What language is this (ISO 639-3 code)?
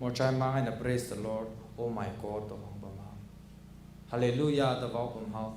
nmf